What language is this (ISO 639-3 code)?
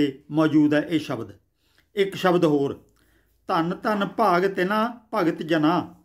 pan